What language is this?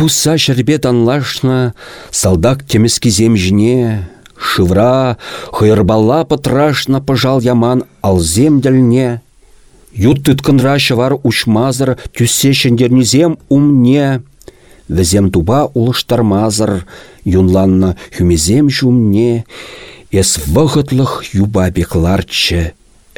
Chuvash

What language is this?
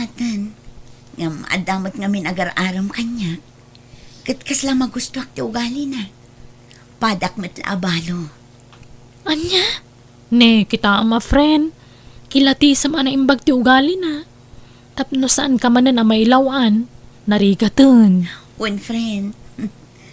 Iloko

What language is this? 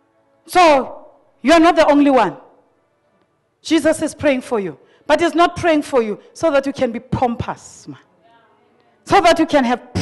English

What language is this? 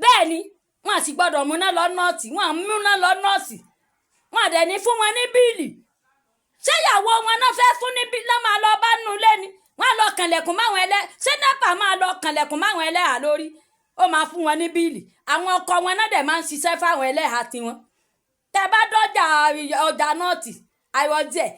Yoruba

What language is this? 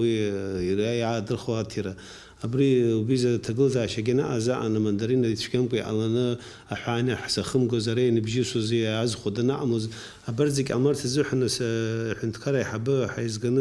Abkhazian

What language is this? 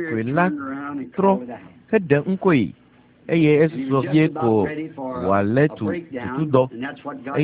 Ewe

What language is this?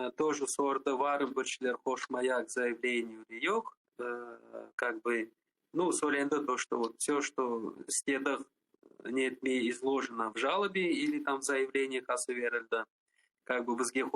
Crimean Tatar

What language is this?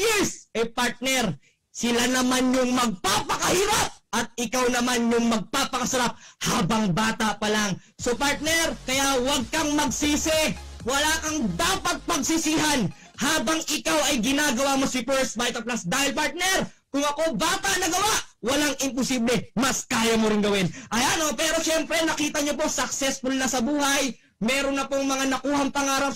Filipino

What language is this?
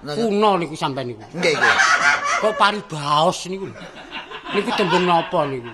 Javanese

